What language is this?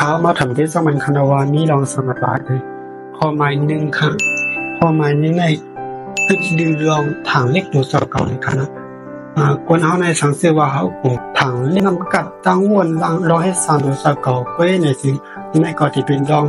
Shan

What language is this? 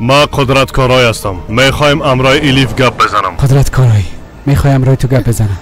Persian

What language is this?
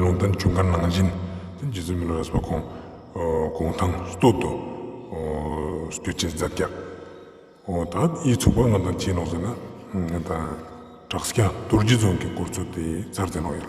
Ladakhi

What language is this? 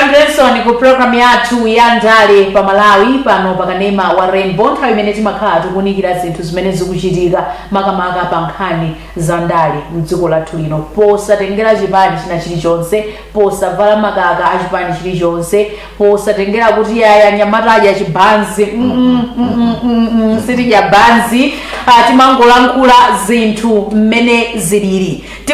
Nyanja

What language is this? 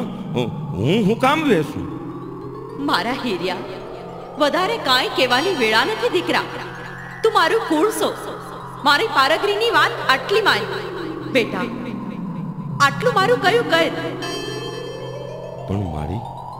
Gujarati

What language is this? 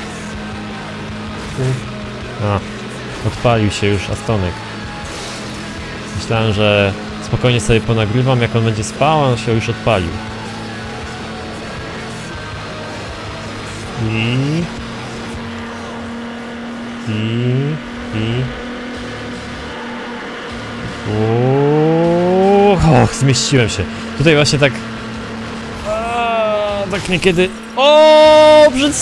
Polish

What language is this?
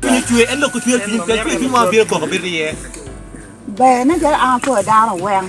Acoli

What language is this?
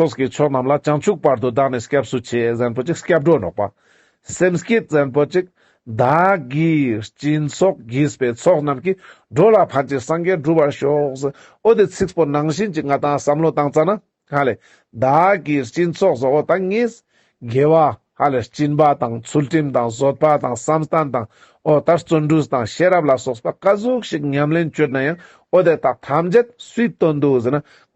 Ladakhi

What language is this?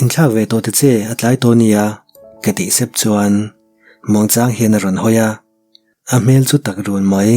Mizo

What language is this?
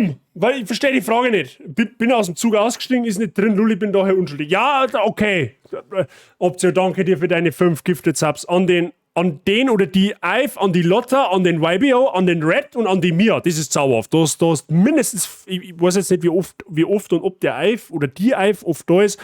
Bavarian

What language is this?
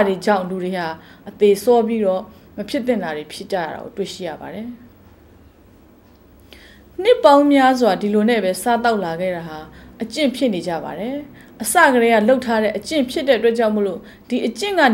Burmese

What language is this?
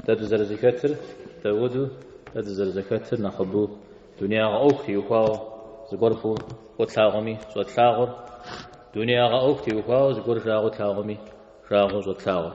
Kabardian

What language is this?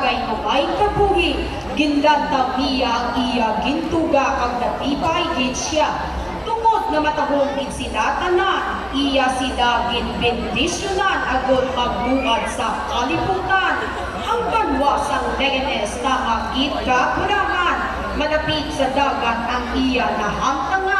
Hiligaynon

